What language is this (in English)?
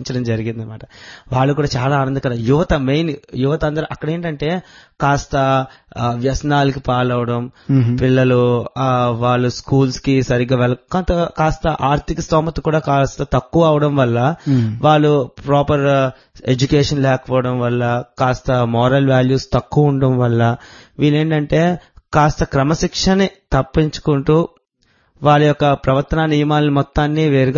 Telugu